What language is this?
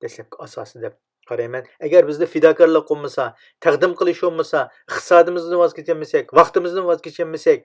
Uyghur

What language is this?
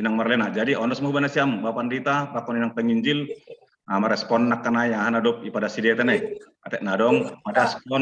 Batak Simalungun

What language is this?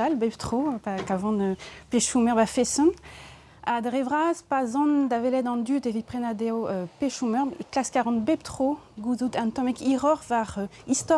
Breton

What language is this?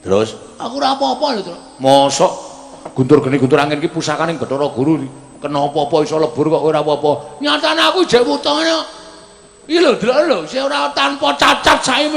Javanese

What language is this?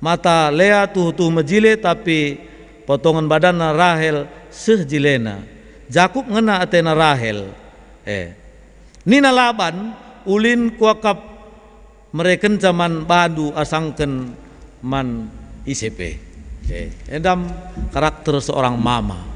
Batak Karo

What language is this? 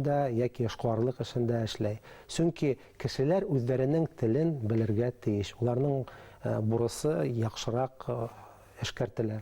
Bashkir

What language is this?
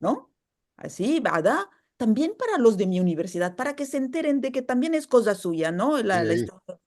Ladino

